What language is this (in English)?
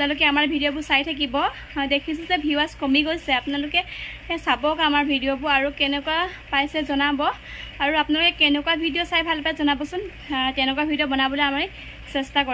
Assamese